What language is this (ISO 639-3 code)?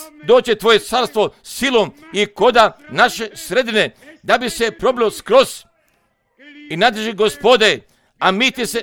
hrv